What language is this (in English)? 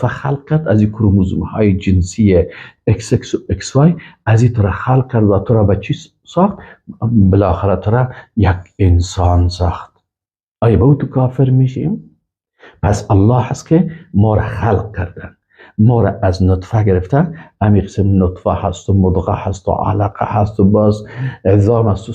Persian